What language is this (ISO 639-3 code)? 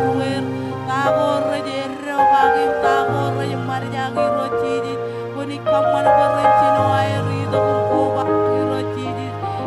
mah